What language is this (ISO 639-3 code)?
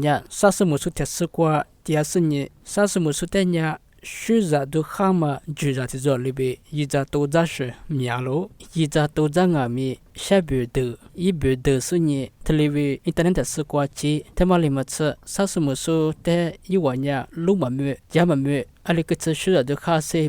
lis